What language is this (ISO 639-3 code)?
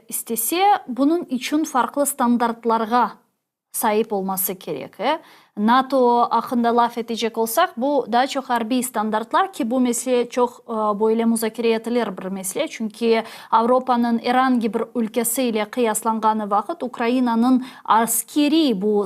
crh